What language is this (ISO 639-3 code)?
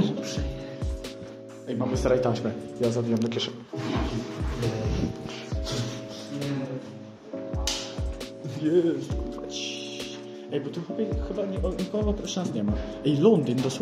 pol